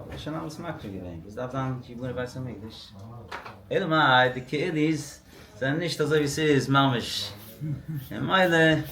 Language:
Yiddish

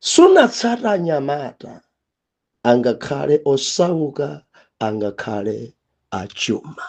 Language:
Nyanja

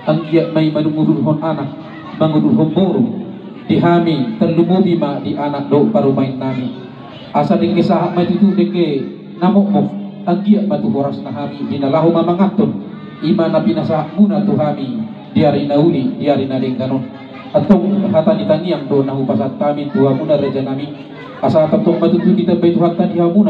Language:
Batak Toba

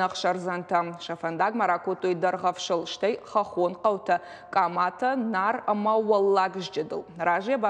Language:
Ossetic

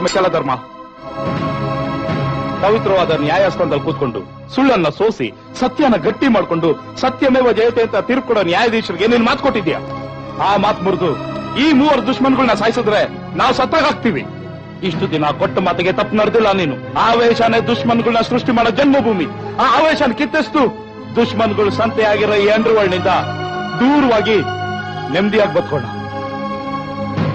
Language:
Kannada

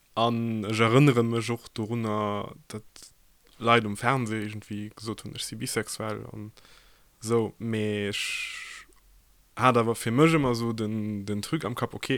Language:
Luxembourgish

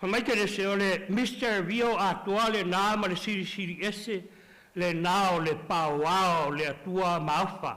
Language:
Samoan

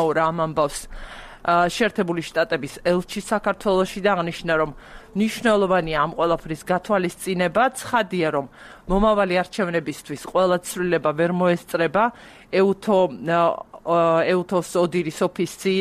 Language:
Georgian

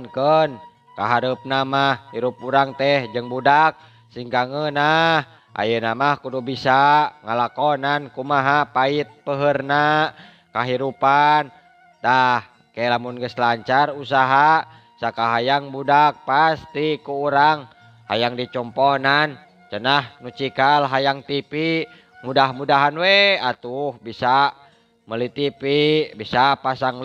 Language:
Sundanese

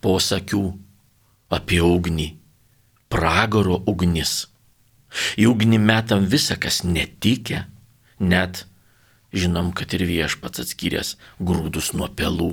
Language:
Lithuanian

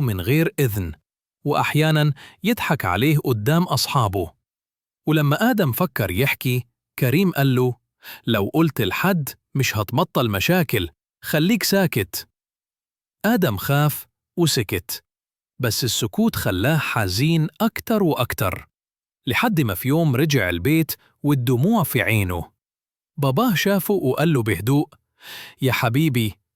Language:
Egyptian Arabic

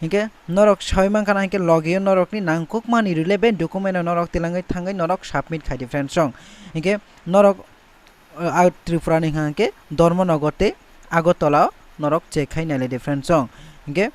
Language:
Kok Borok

